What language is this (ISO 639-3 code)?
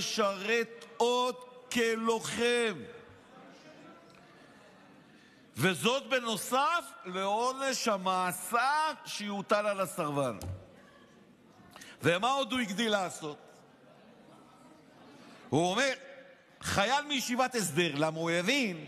heb